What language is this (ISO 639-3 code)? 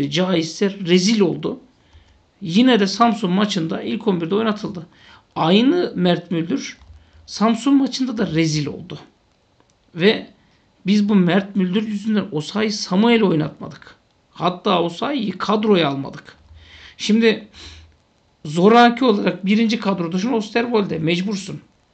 tur